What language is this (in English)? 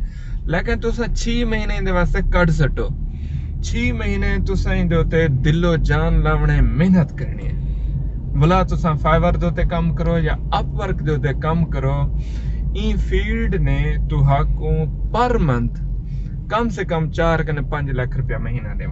Saraiki